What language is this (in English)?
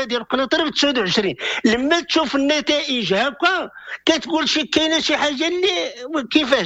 Moroccan Arabic